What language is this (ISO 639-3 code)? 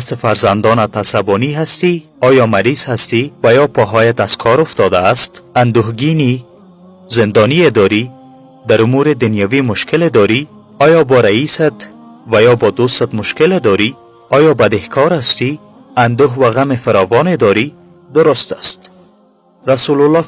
tgk